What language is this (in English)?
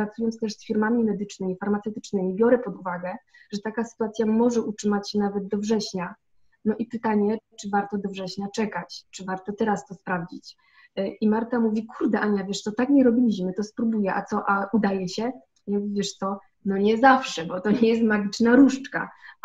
Polish